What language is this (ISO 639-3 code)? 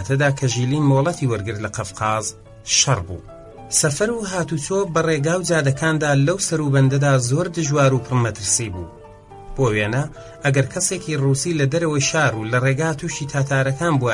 ckb